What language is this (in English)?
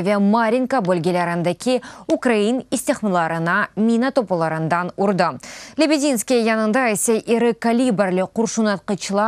Crimean Tatar